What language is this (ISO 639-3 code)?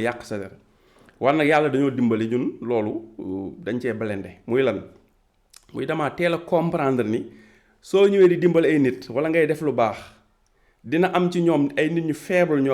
wol